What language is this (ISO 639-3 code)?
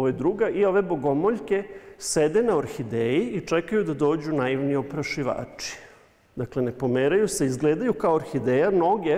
srp